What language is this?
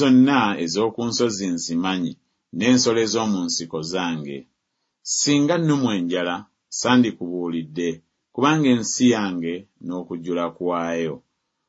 Ganda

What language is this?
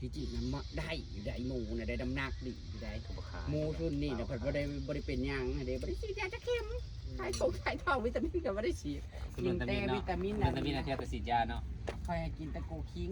Northeastern Thai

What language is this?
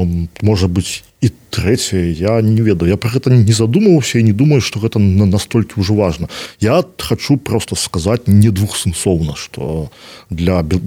Belarusian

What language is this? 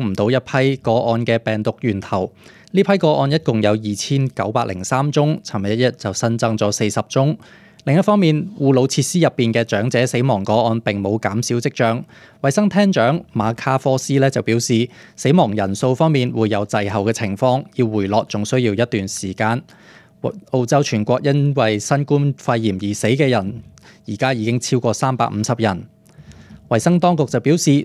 Cantonese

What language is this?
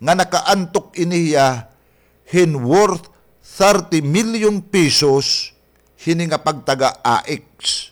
Waray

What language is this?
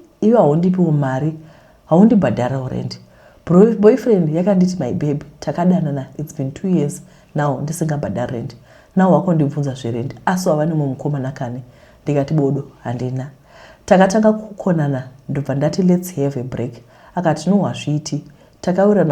Shona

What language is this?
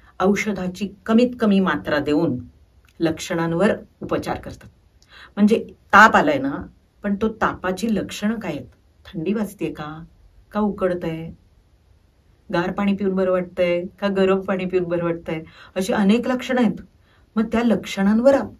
Marathi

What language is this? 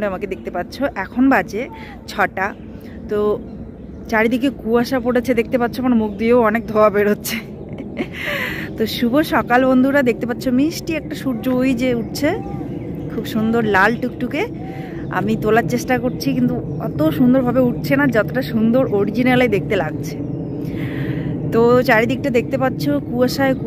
Bangla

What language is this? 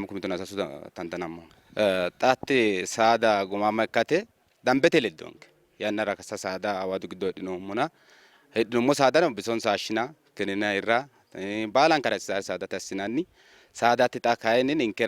Sidamo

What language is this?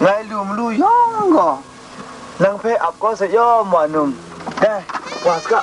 Kachin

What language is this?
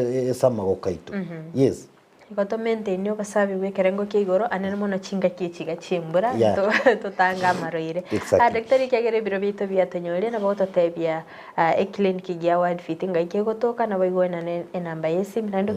Gusii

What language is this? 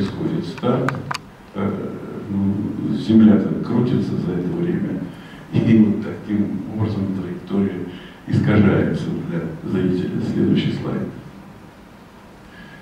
Russian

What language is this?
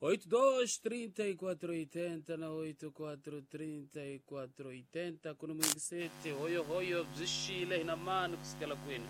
Tsonga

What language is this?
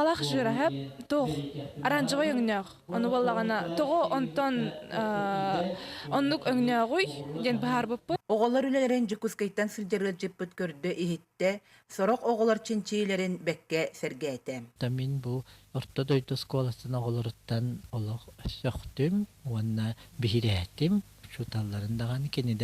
Yakut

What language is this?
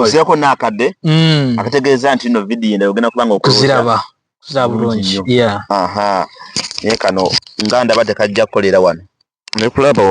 Ganda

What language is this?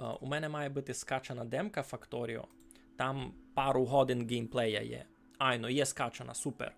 Rusyn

